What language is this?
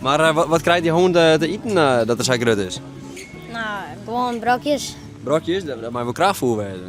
Western Frisian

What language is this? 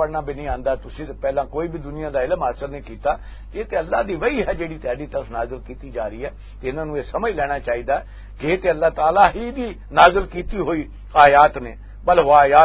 Western Panjabi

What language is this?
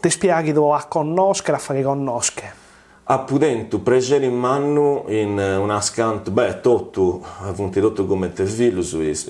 Sardinian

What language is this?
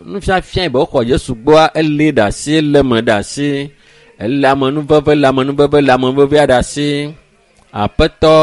Ewe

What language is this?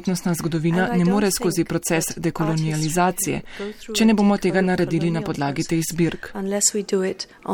Slovenian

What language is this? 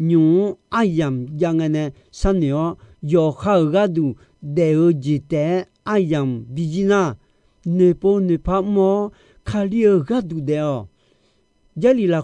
Akha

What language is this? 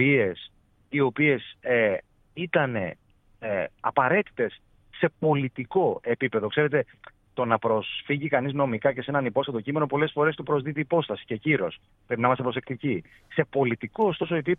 Greek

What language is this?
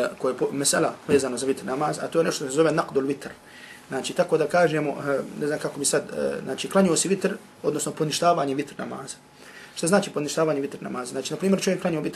Bosnian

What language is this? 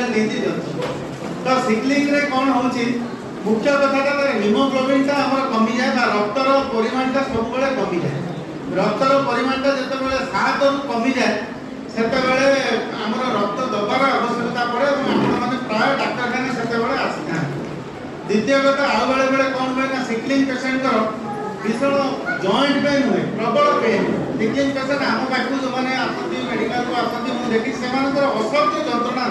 Odia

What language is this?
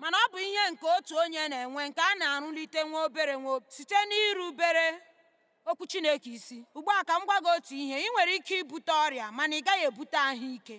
Igbo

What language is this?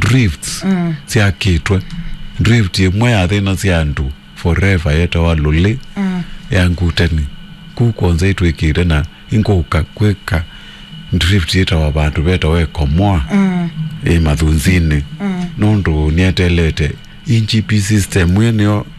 Kamba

